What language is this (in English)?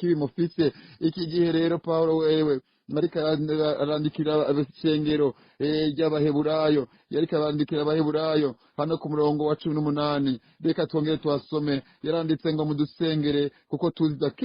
Rundi